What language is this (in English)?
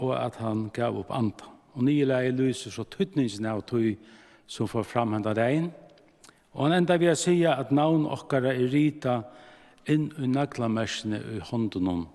Faroese